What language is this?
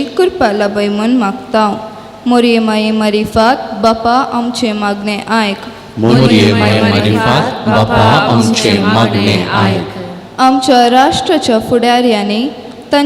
Konkani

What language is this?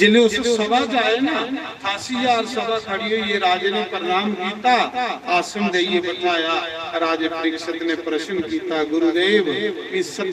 Dogri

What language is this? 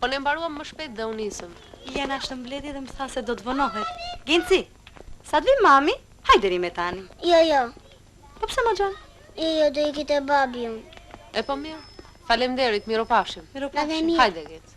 Albanian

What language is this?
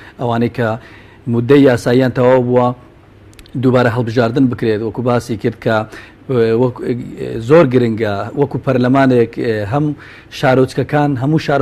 Central Kurdish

